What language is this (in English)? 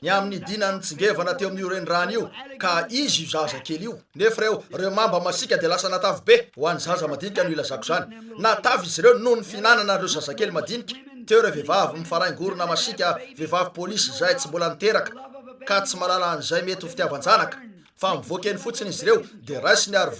Malagasy